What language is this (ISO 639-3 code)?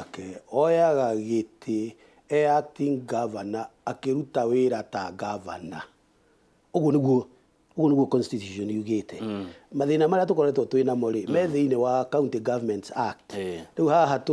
kik